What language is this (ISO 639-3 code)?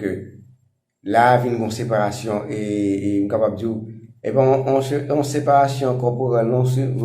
hat